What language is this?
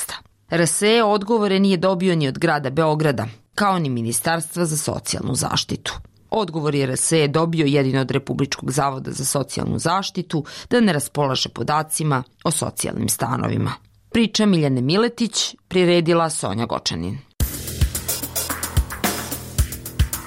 Bosnian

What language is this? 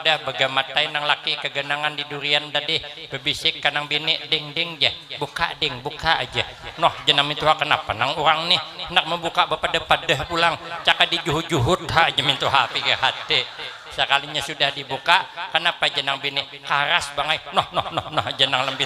Banjar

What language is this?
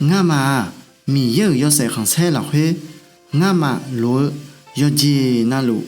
Akha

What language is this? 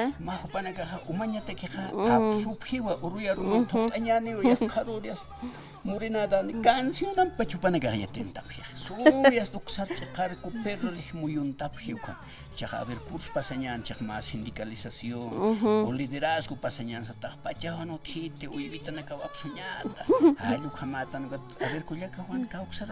Aymara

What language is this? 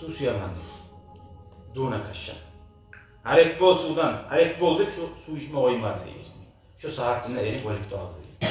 Kumyk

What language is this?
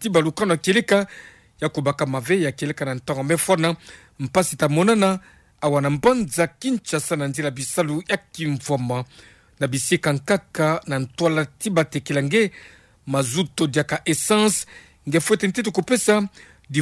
Kituba (Democratic Republic of Congo)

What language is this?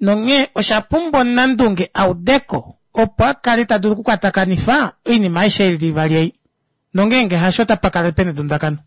Kuanyama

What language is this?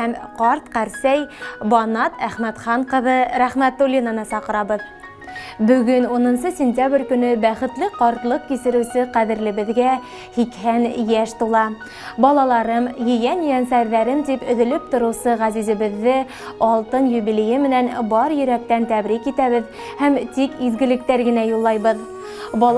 Bashkir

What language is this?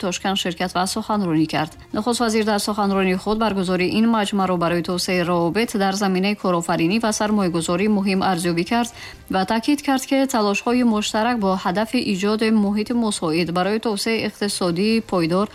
Tajik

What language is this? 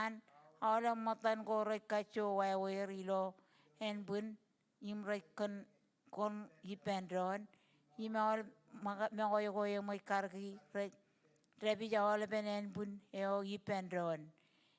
Marshallese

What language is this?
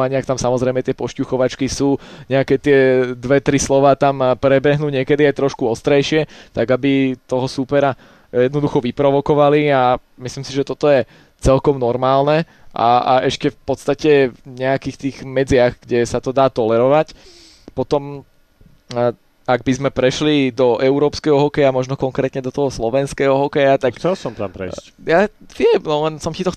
Slovak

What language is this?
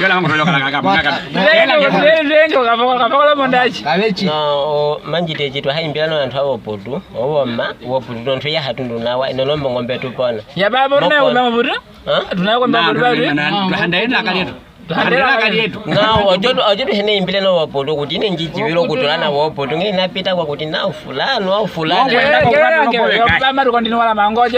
Nyaneka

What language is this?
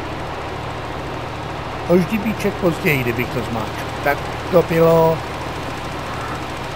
Czech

